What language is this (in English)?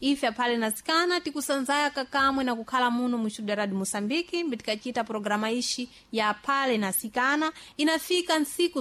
Sena